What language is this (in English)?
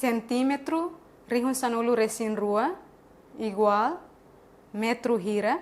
Tetum